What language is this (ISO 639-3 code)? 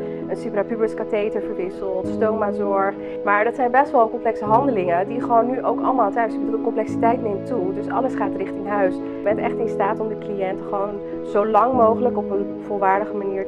nld